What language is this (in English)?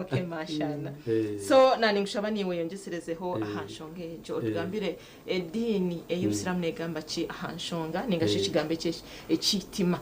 Nyankole